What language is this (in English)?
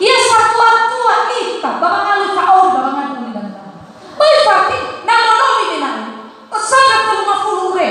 Nias